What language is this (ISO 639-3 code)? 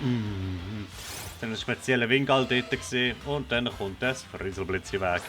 gsw